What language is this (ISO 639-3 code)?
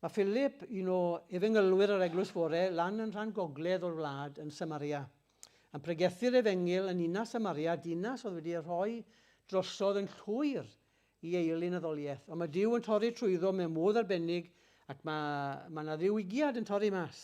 cym